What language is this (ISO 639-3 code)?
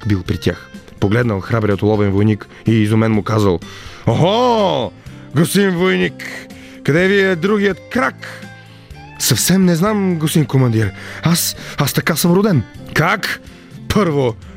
bul